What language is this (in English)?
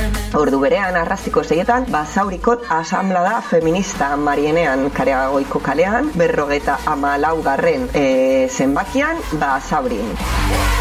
Basque